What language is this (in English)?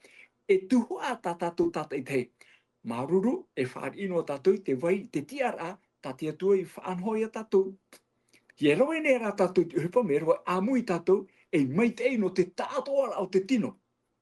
Tahitian